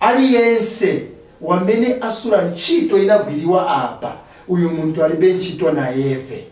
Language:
Nyanja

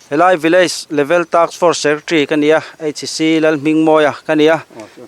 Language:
Mizo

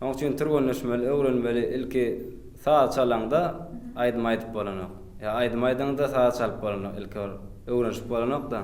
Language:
Turkmen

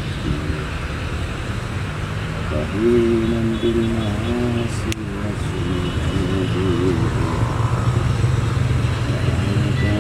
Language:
Arabic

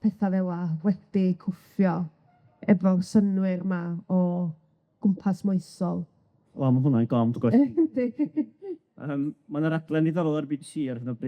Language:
Welsh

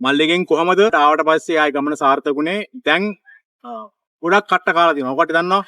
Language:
Sinhala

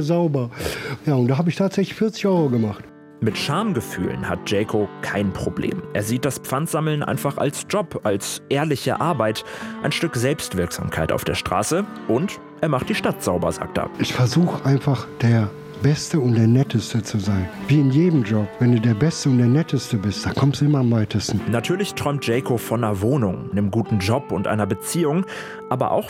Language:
German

